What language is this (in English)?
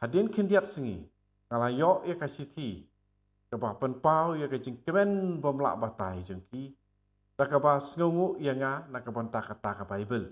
Khasi